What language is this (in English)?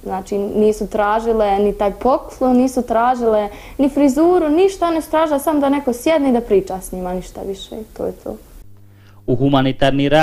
Bosnian